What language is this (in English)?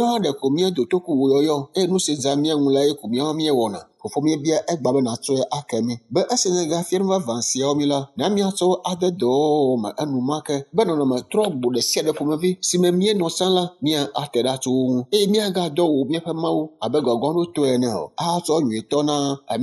Ewe